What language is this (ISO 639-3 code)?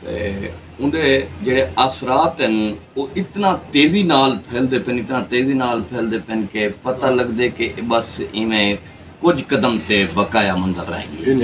skr